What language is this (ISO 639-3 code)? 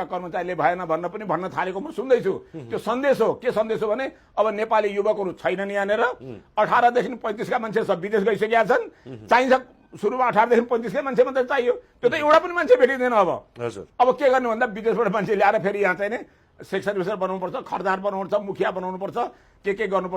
nep